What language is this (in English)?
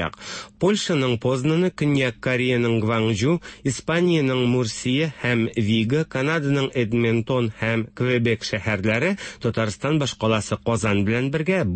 Tatar